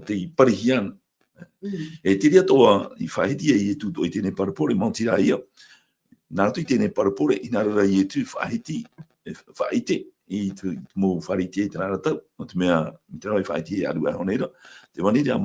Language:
Tahitian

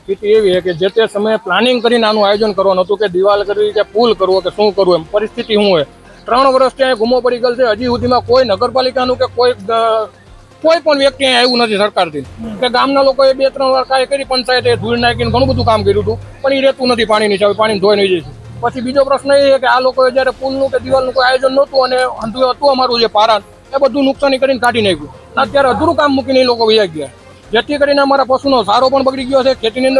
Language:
Gujarati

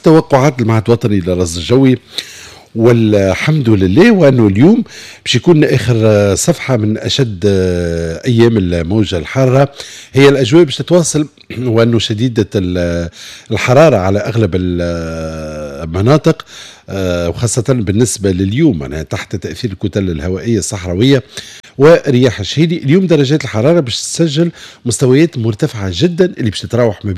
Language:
Tunisian Arabic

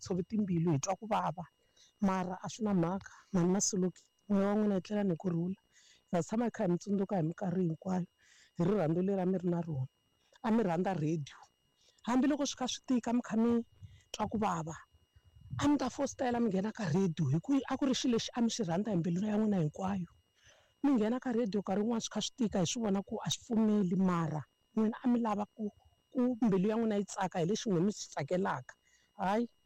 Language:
Tsonga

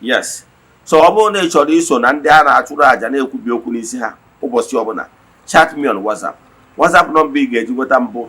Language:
Igbo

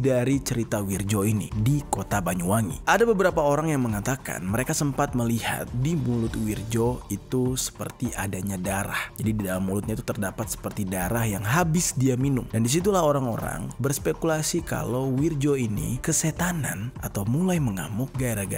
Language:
Indonesian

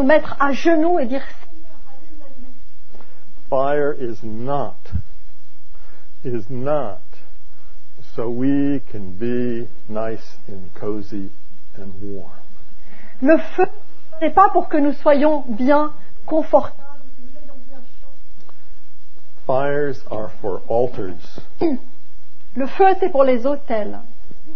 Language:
French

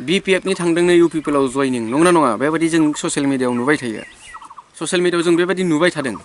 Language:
Bodo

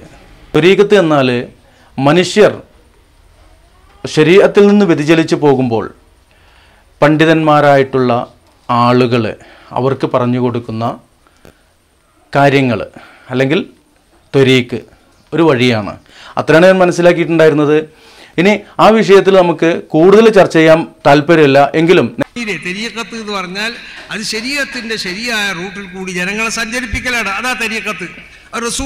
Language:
Malayalam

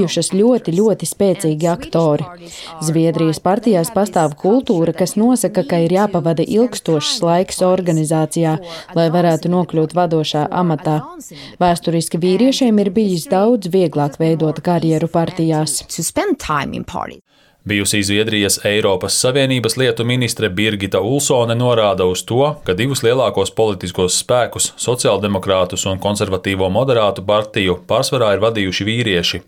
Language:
Latvian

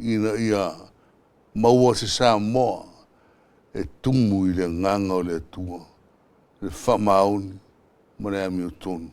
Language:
Samoan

